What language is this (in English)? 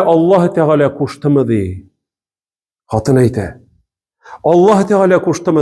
Tatar